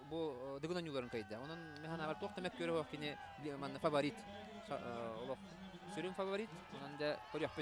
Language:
Yakut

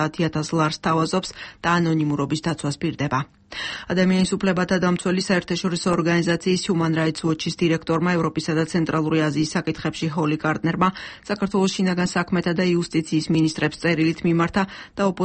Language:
Georgian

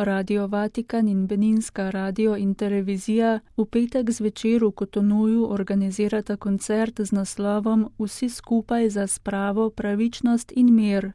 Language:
Slovenian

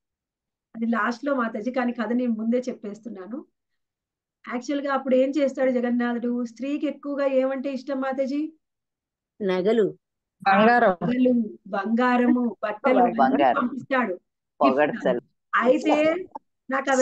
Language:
Telugu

